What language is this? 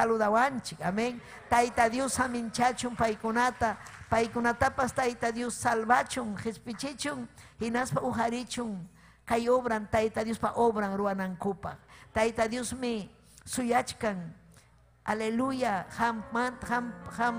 Ayacucho Quechua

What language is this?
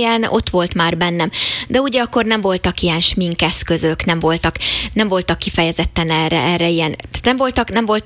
Hungarian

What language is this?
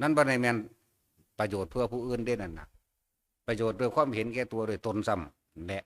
Northeastern Thai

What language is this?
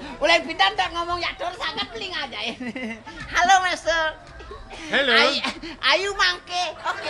Balinese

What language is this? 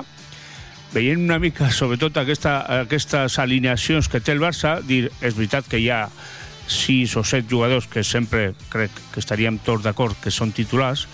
Catalan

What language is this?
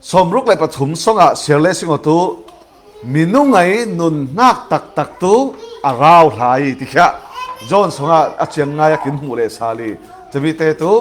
Falam Chin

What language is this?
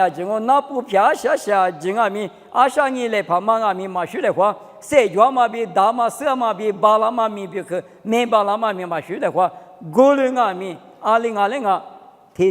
Lisu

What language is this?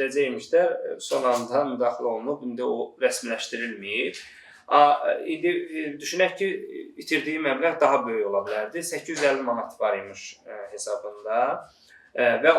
Azerbaijani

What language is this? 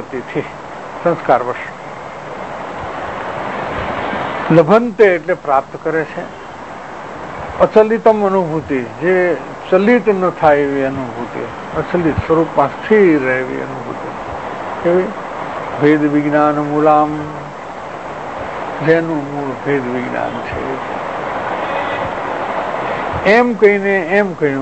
Gujarati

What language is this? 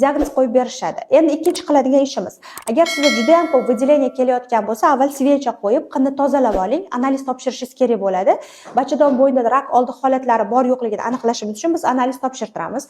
Uzbek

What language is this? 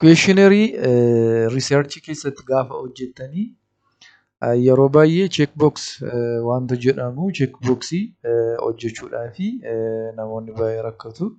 Oromo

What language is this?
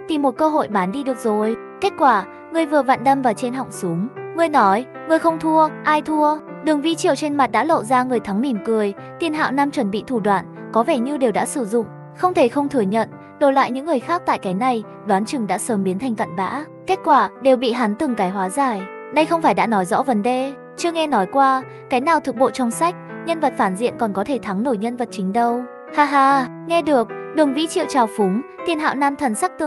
Vietnamese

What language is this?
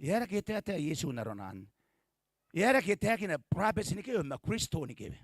Gilbertese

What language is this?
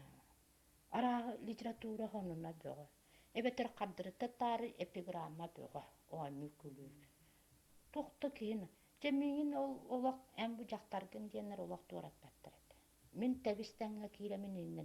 Yakut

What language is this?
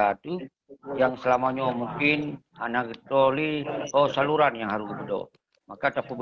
Achinese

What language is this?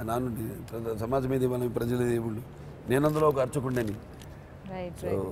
Telugu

